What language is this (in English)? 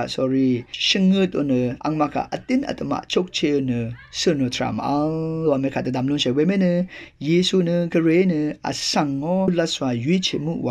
Rawang